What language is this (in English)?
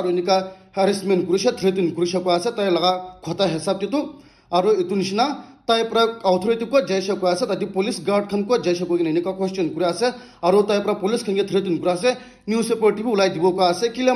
Naga Pidgin